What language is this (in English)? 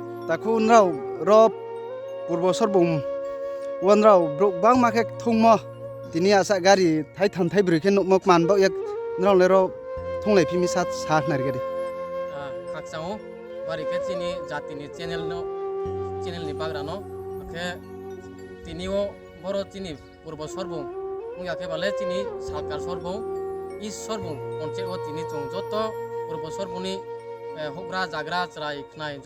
Riang (India)